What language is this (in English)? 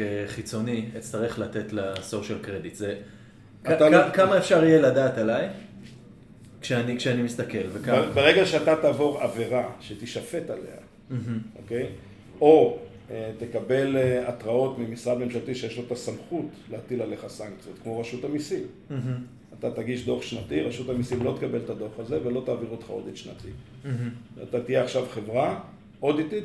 Hebrew